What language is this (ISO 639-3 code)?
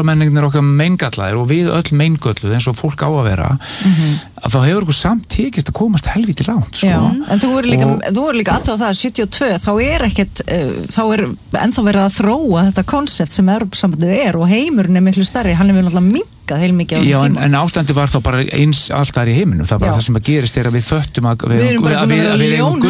isl